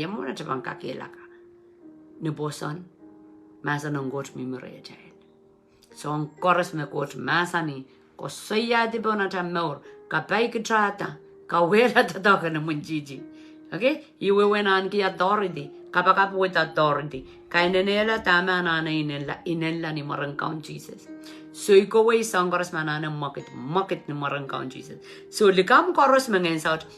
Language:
Pohnpeian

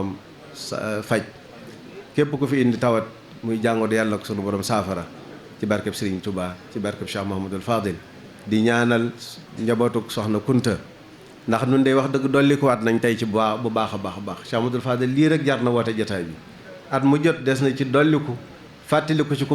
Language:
Wolof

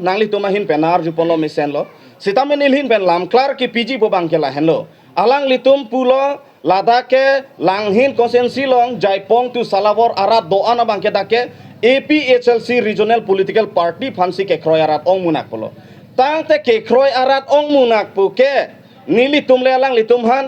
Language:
Karbi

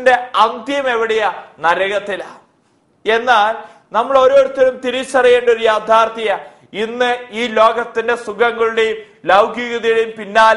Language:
Malayalam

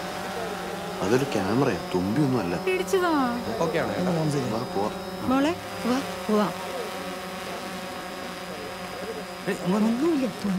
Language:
Malayalam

